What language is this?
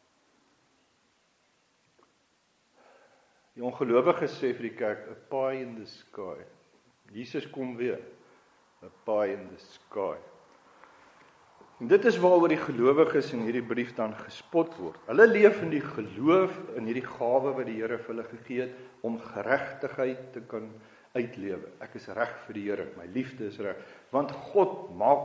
Afrikaans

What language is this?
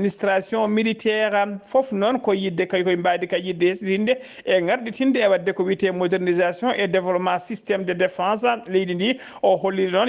Fula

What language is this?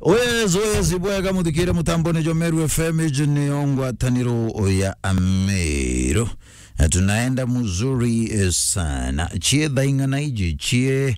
Meru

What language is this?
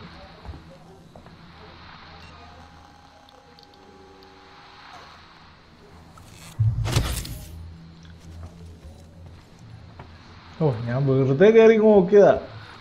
Malayalam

